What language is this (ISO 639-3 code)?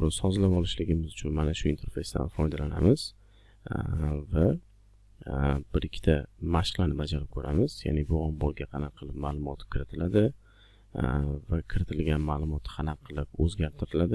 uzb